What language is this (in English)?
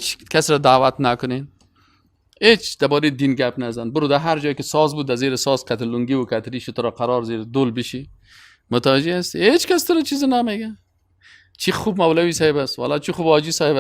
Persian